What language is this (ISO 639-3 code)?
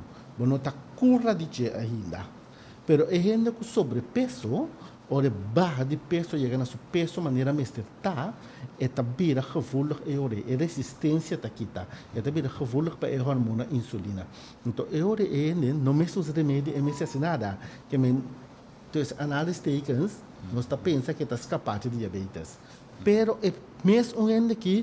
pap